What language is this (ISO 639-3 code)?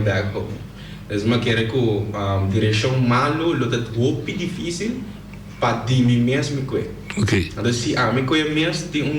pap